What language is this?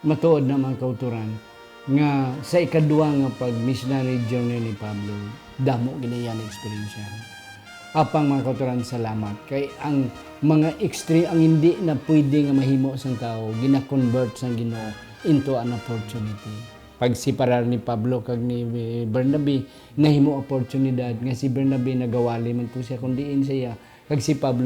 Hiligaynon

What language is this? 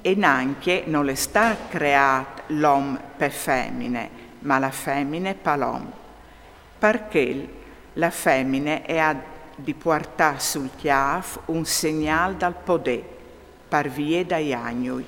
Friulian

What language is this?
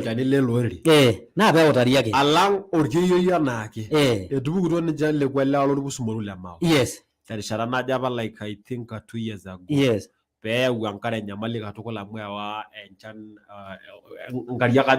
Masai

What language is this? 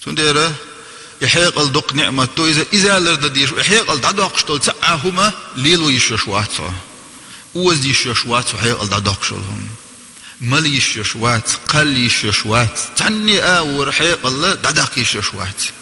Chechen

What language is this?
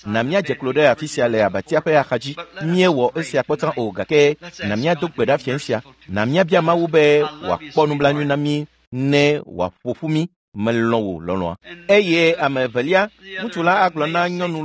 Ewe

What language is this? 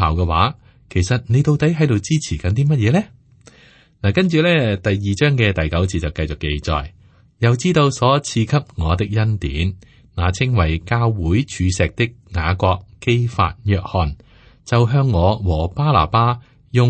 Cantonese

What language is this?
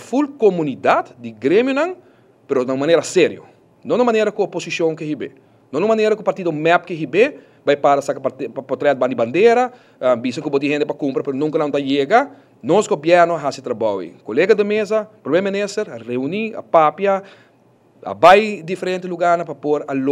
Papiamento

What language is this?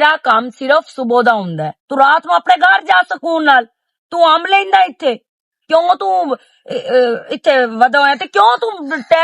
Western Panjabi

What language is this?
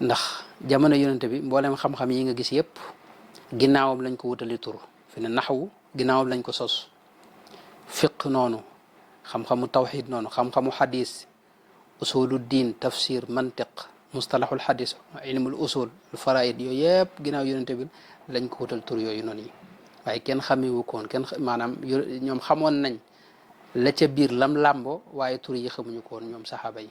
Wolof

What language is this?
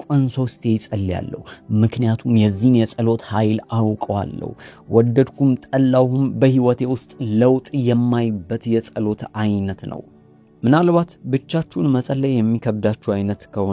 Amharic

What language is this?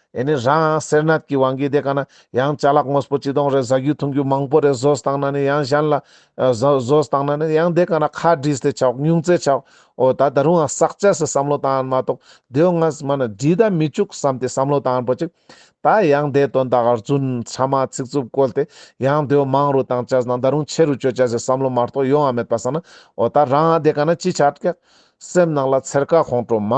Ladakhi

